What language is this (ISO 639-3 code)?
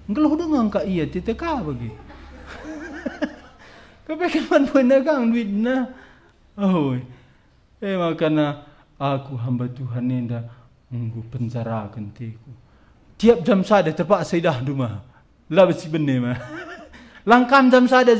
btx